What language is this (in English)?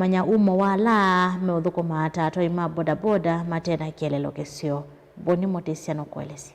Kamba